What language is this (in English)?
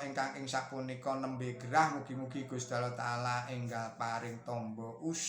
Javanese